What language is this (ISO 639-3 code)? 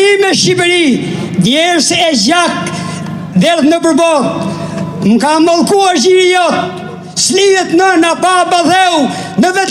sqi